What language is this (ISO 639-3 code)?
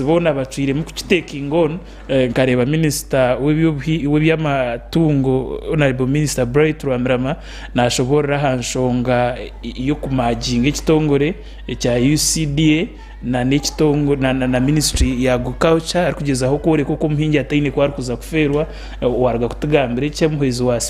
nyn